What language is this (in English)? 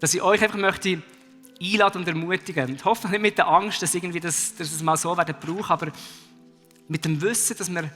Swiss German